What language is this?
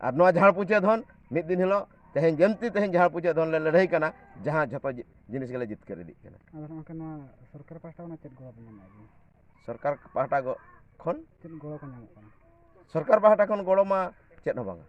Santali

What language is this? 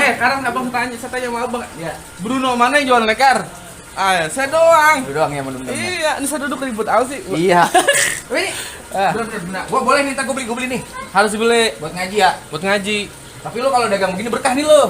Betawi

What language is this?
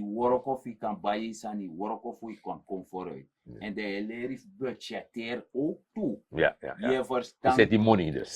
Sranan Tongo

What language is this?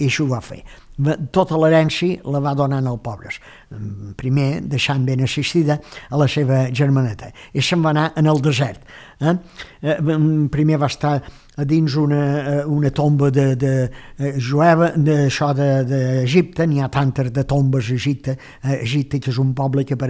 Catalan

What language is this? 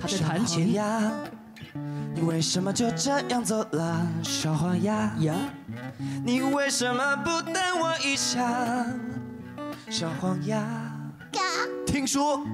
Chinese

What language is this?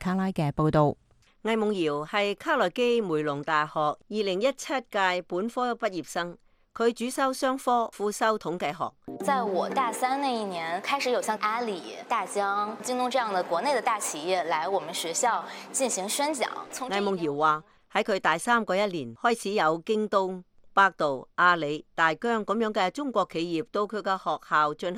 Cantonese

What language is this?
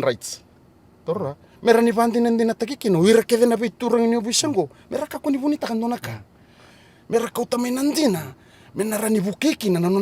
Fijian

